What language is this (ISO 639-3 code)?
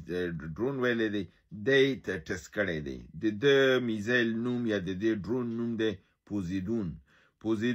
pus